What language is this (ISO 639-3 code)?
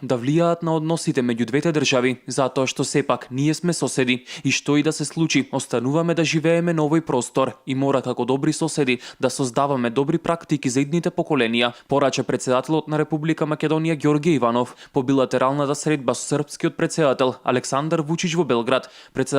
mkd